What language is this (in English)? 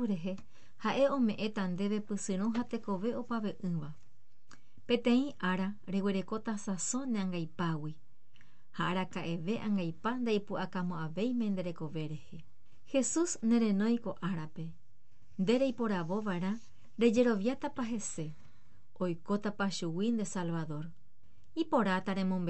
Guarani